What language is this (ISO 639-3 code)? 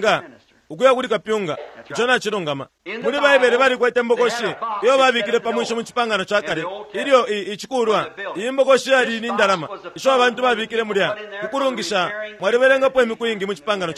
bem